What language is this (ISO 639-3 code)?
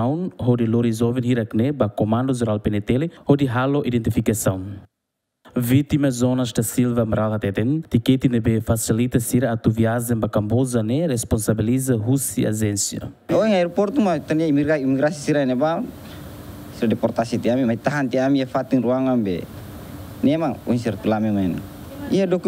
tet